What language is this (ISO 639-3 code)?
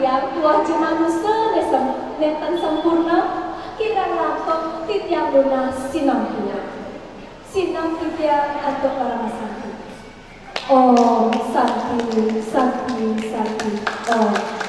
ban